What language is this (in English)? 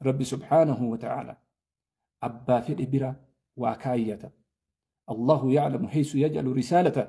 Oromo